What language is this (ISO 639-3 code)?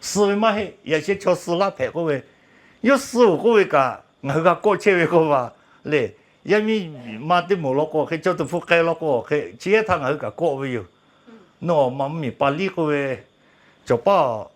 lhu